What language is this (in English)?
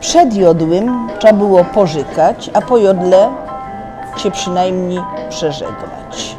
Silesian